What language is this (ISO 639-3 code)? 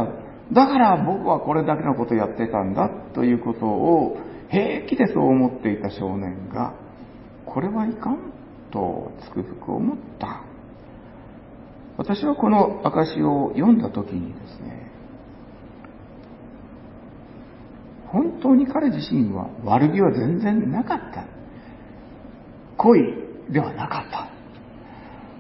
jpn